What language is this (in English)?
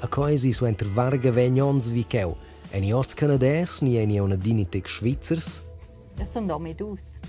Romansh